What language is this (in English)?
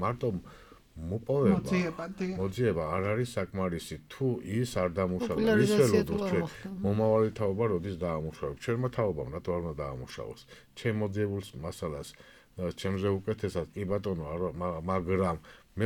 Georgian